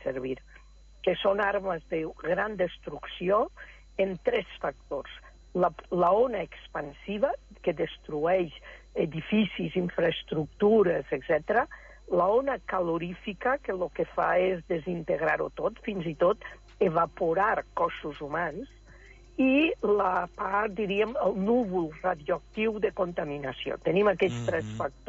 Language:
Catalan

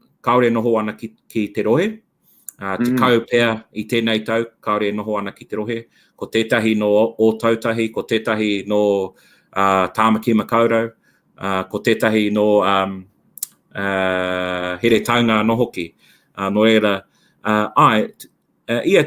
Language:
Māori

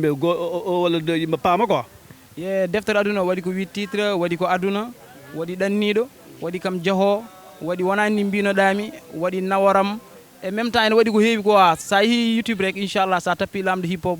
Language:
Fula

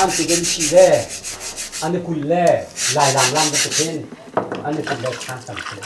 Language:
Hakha Chin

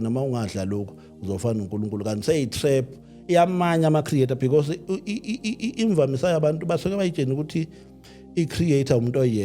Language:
Zulu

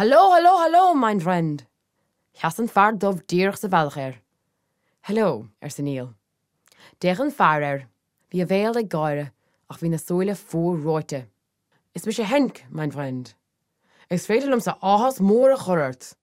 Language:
Irish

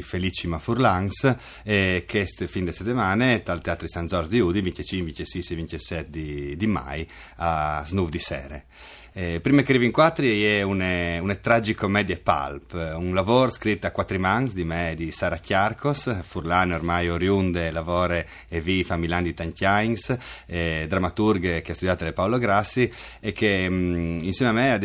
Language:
Friulian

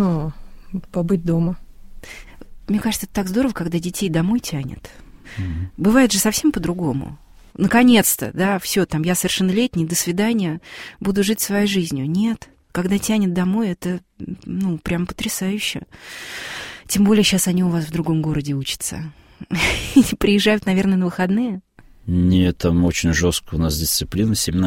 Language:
Russian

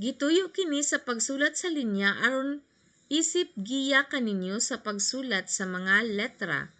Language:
Cebuano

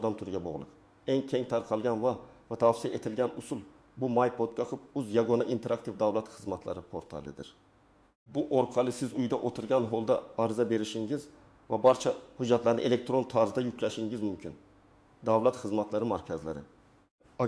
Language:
Uzbek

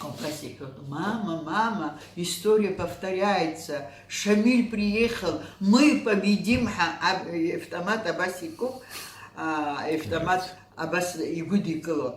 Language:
Abkhazian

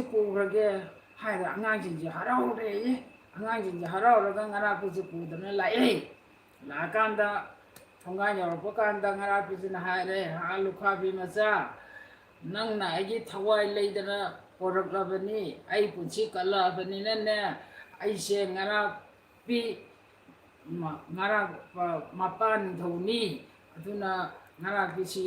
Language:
Manipuri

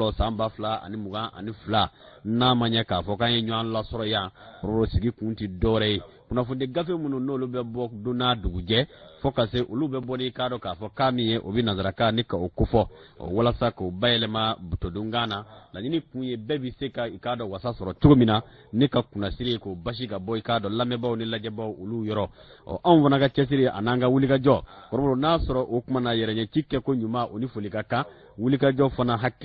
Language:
Bambara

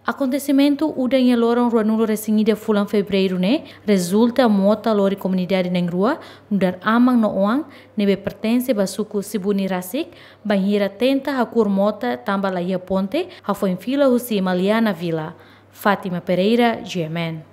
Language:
Tetum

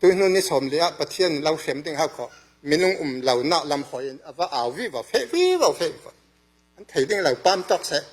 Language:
Falam Chin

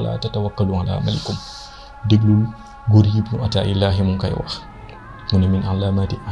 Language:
Wolof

